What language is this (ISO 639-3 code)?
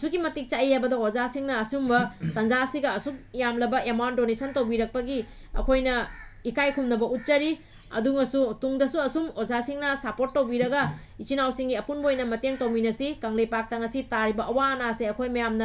mni